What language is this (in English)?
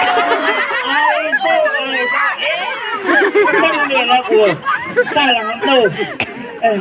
Chang Naga